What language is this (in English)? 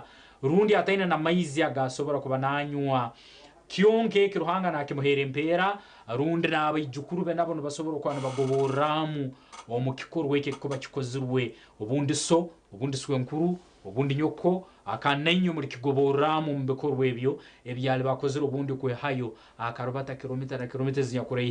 Nyankole